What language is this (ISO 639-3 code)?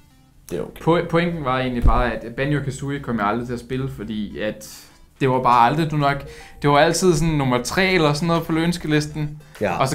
dan